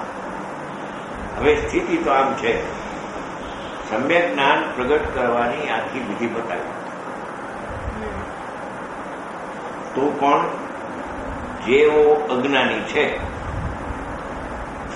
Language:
Gujarati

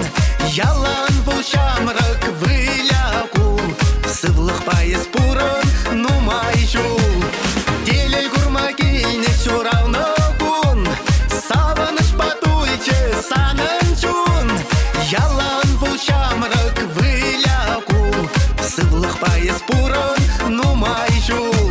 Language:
Chuvash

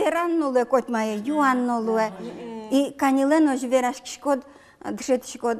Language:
Udmurt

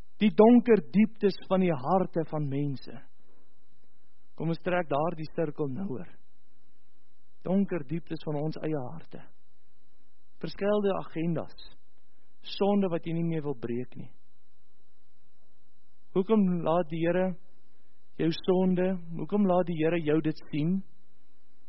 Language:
Afrikaans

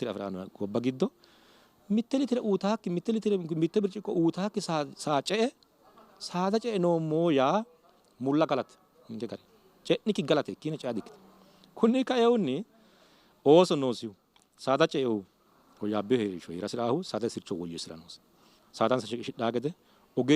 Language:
Sidamo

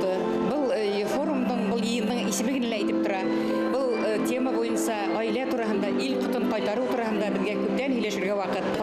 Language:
Bashkir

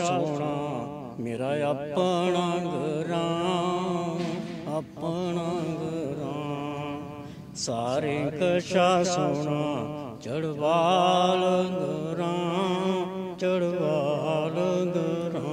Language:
Dogri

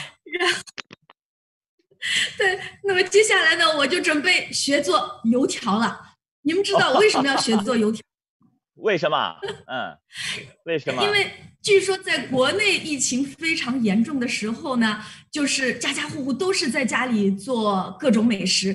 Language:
Chinese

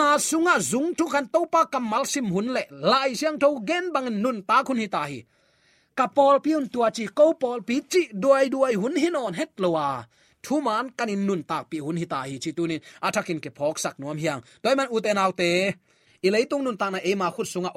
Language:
Tedim Chin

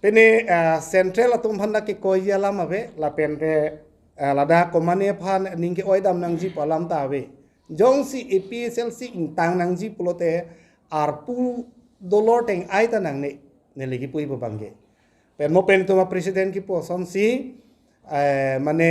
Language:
Karbi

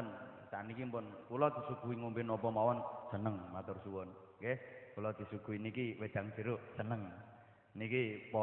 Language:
Javanese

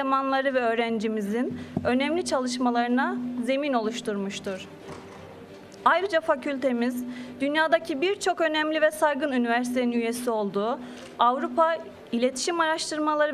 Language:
Turkish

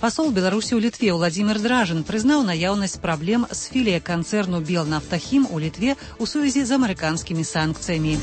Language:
Belarusian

